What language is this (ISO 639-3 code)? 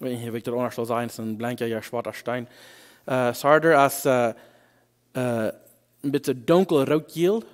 pdt